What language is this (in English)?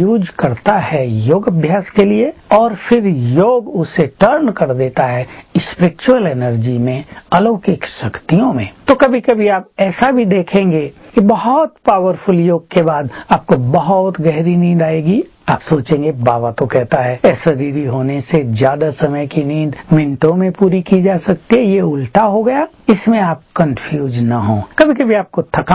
Hindi